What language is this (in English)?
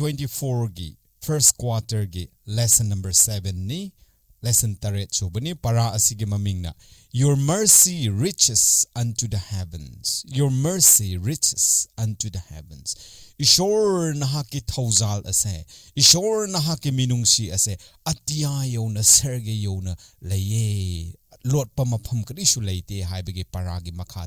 Manipuri